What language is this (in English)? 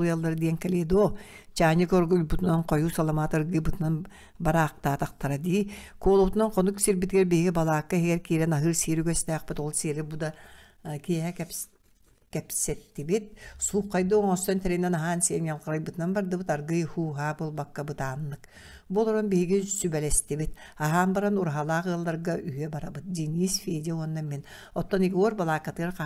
Yakut